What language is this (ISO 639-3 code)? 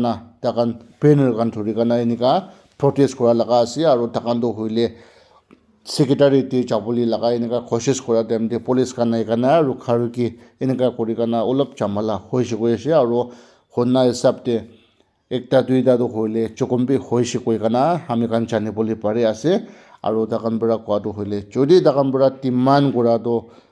nag